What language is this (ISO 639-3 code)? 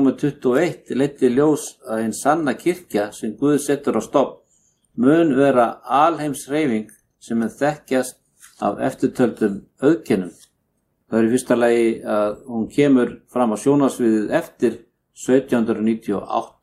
isl